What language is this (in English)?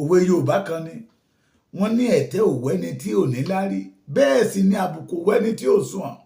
Yoruba